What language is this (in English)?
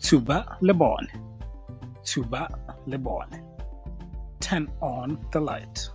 Tswana